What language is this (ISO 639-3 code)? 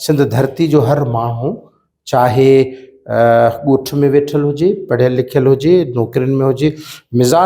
snd